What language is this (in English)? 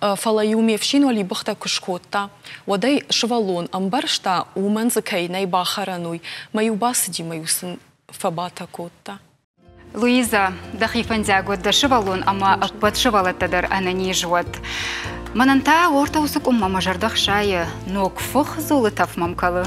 Ossetic